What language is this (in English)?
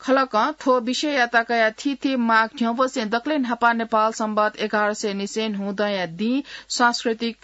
Newari